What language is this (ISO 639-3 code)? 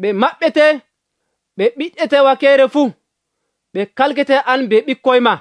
fuv